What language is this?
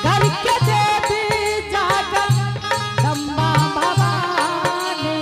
Angika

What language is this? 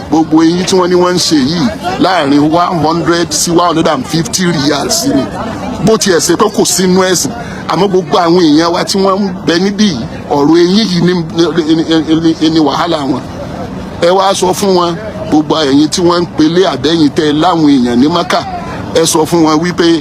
Yoruba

